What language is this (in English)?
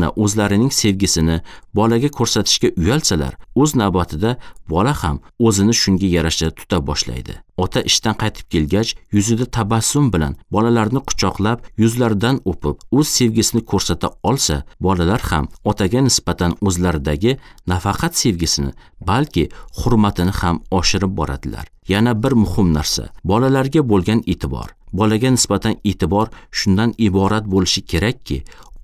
Uzbek